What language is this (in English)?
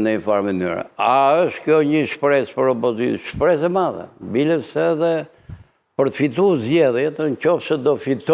Albanian